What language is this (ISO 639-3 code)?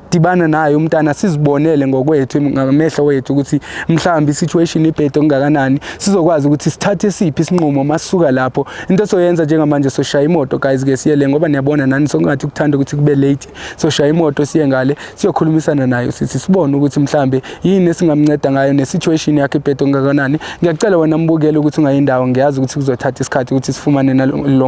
zul